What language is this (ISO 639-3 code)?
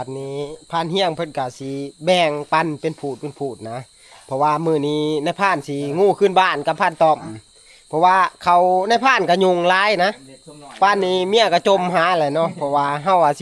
tts